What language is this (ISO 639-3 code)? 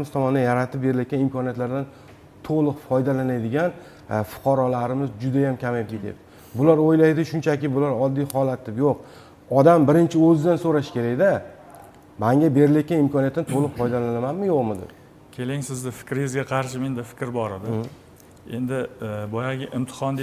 uzb